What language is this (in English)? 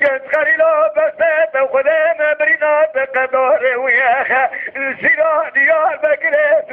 Kurdish